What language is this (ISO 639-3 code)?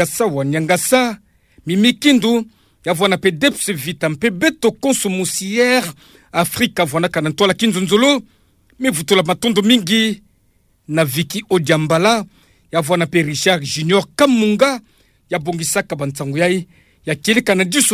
ktu